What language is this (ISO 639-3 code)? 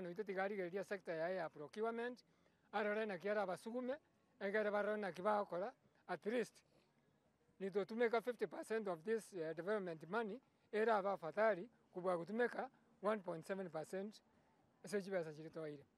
guz